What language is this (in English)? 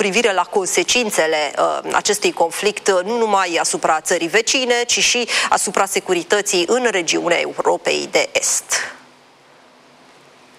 Romanian